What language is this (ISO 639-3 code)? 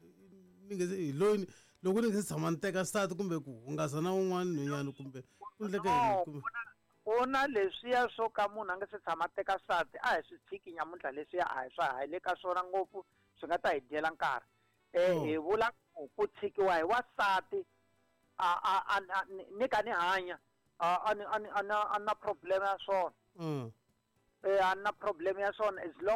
tso